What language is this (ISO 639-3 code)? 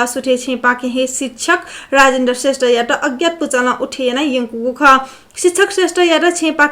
new